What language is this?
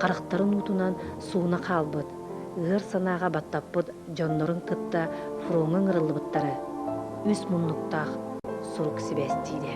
Yakut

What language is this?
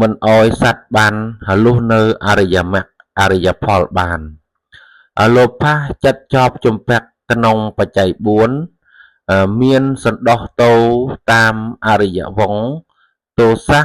Khmer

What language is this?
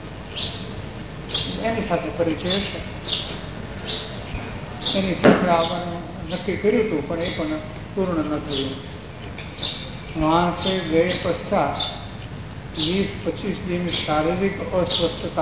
Gujarati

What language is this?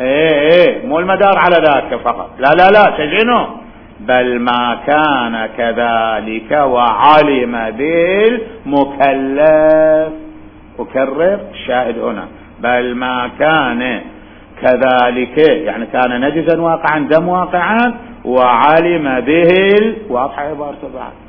Mesopotamian Arabic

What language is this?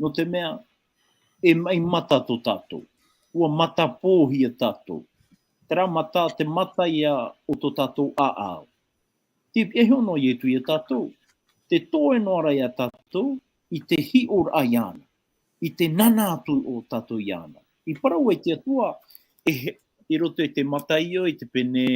Tahitian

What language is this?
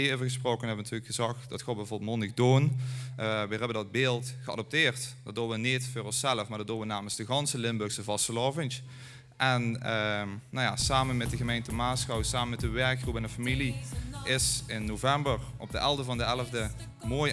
Limburgish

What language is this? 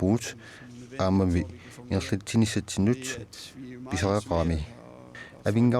Kalaallisut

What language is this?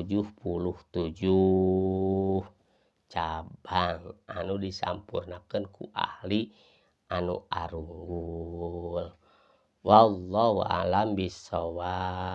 Sundanese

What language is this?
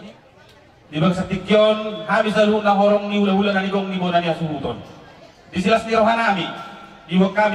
Batak Toba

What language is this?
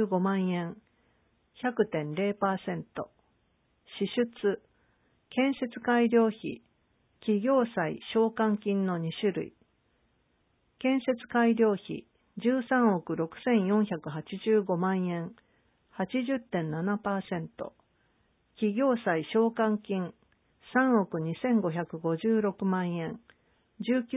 Japanese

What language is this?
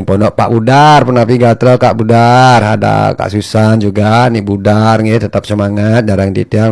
Balinese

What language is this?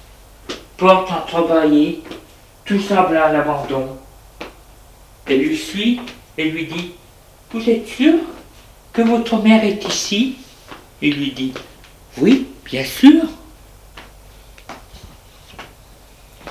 French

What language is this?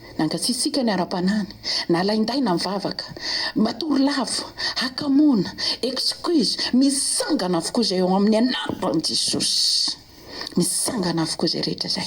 Malagasy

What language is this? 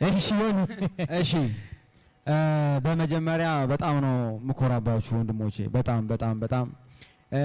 Amharic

